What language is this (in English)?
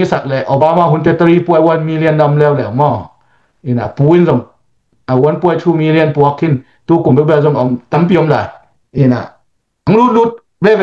Tedim Chin